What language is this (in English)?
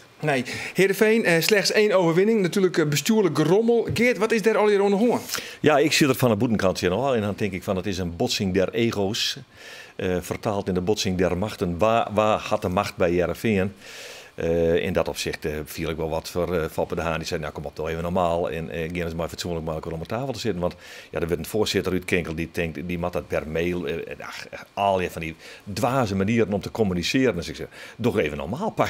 Western Frisian